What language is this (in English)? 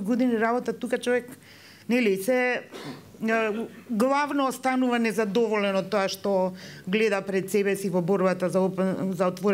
Macedonian